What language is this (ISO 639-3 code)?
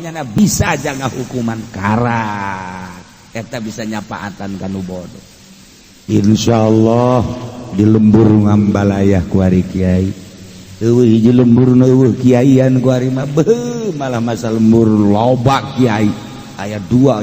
sun